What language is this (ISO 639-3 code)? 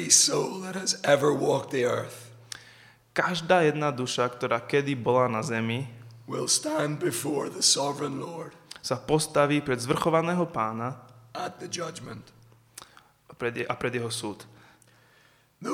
slk